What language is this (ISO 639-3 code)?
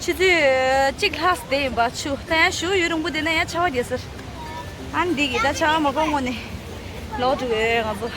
bod